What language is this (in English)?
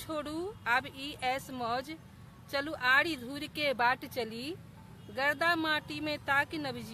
Maithili